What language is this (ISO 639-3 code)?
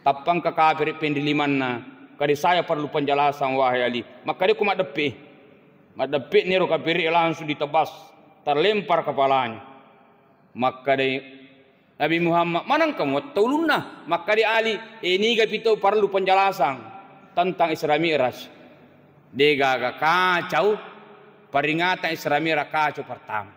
bug